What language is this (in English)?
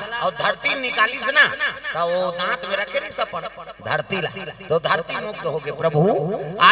Chhattisgarhi